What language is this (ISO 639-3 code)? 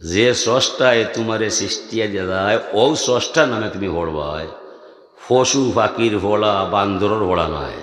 syl